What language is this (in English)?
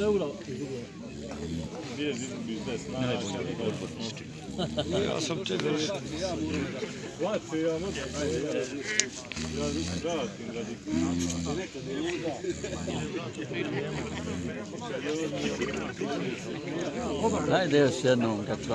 Bosnian